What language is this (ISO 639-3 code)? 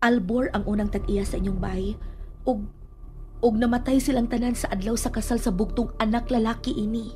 ceb